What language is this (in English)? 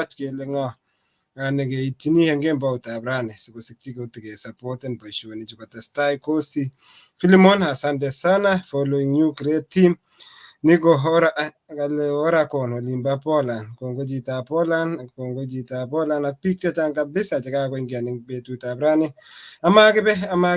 Kalenjin